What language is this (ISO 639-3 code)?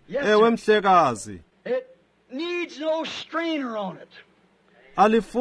xho